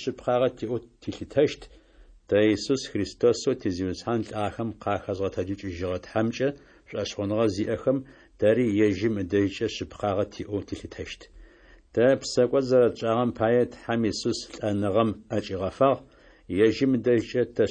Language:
Adyghe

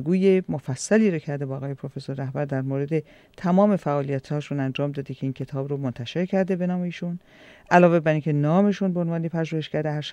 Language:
Persian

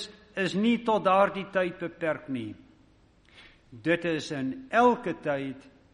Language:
Afrikaans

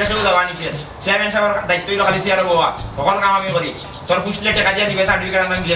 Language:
Sylheti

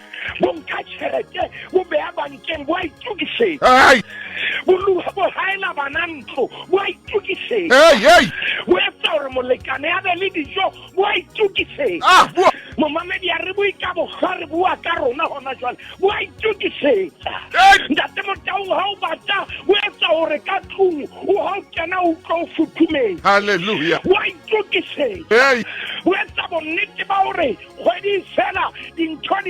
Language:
Southern Sotho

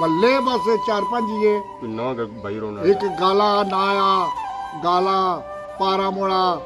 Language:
Pahari-Potwari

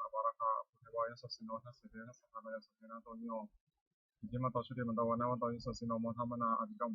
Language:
Pali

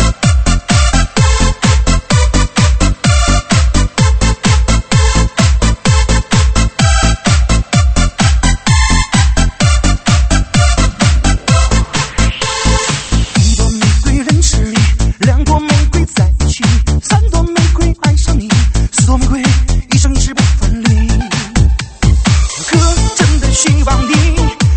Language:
Chinese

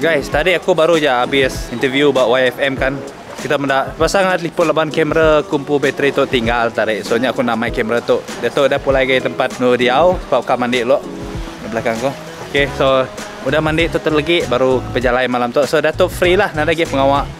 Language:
Iban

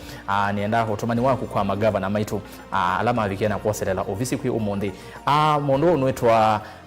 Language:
Kamba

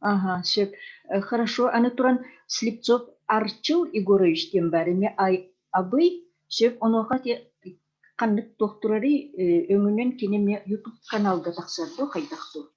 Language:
Yakut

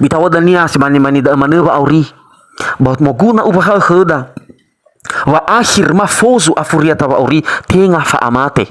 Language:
Nias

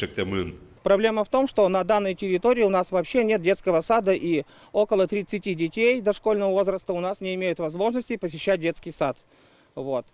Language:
Udmurt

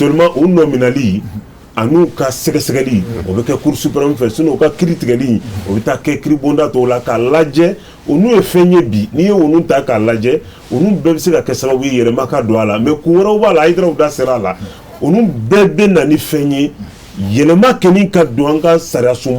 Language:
Bambara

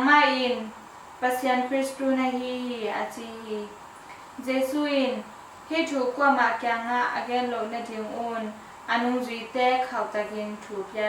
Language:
Tedim Chin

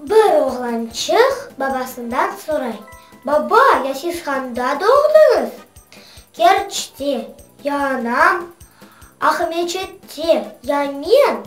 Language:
Crimean Tatar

